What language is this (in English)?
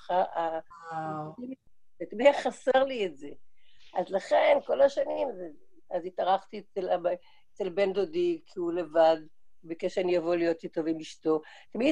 Hebrew